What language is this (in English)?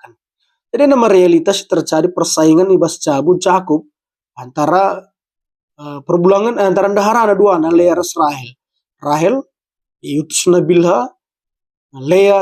Batak Karo